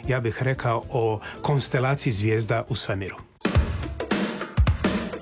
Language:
Croatian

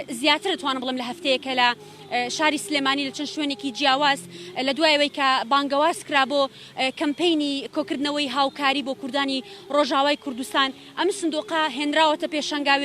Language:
Central Kurdish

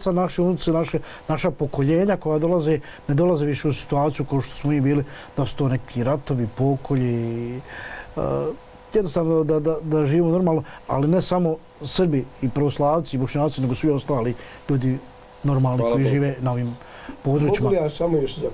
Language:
Bosnian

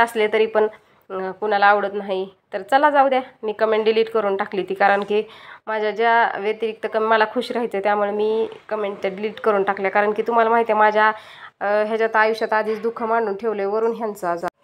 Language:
Marathi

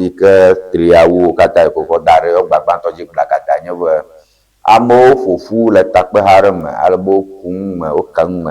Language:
Ewe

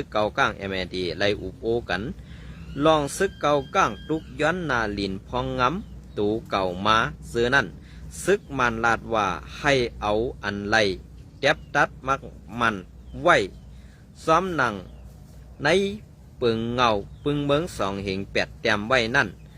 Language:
Shan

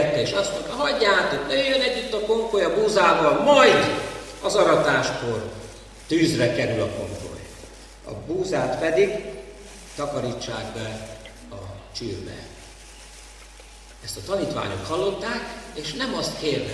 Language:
Hungarian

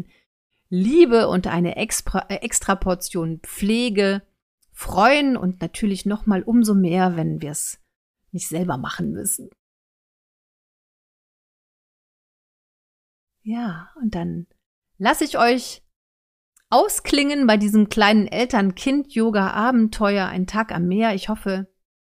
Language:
German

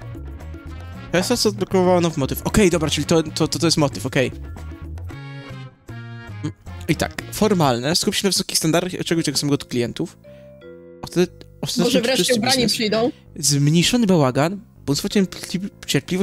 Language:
Polish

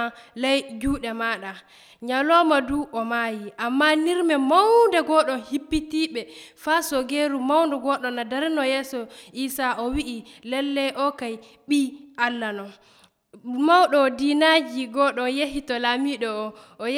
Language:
Nigerian Fulfulde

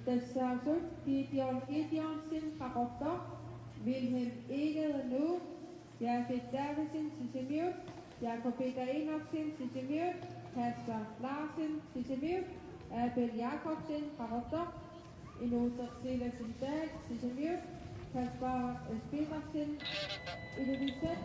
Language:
Kalaallisut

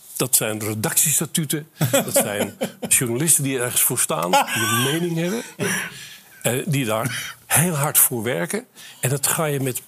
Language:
Dutch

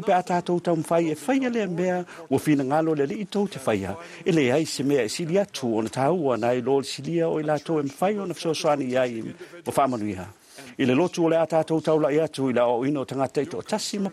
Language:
Samoan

